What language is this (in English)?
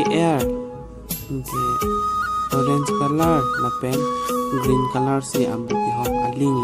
Karbi